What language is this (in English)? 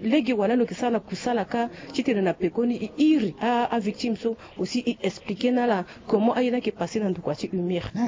Sango